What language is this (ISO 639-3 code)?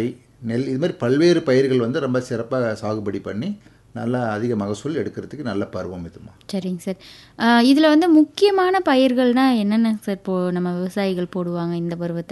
tam